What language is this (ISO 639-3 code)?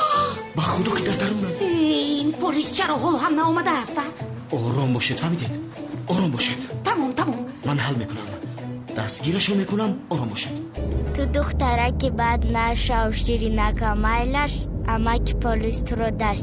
tgk